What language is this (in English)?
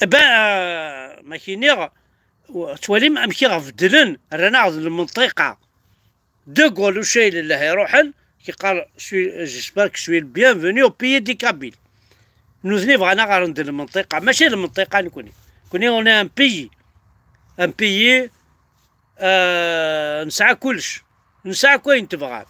Kabyle